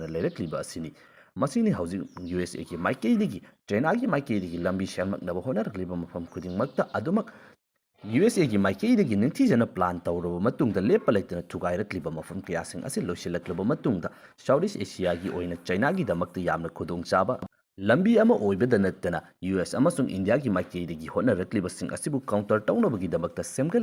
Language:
Manipuri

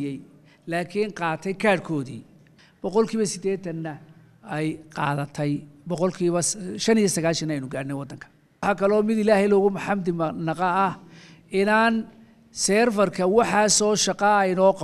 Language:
Somali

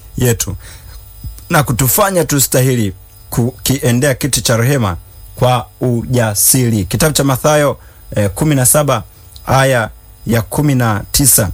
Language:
Swahili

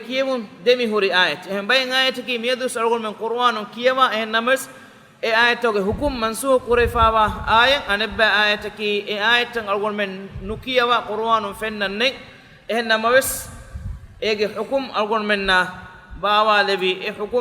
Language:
Divehi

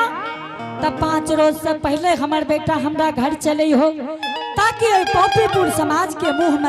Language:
Angika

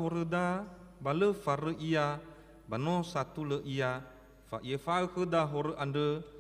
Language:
Nias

